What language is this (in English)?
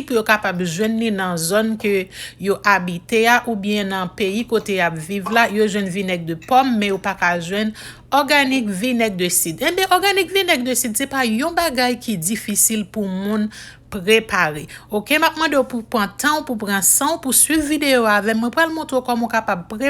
Haitian Creole